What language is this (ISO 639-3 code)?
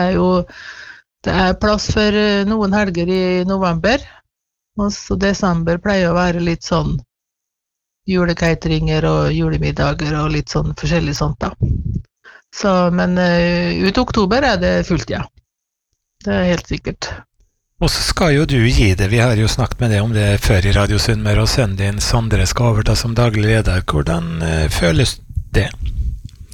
nor